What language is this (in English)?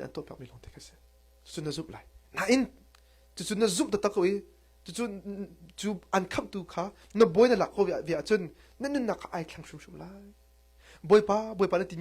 Hakha Chin